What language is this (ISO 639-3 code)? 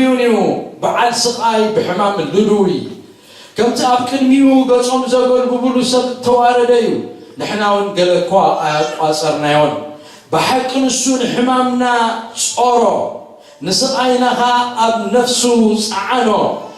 tir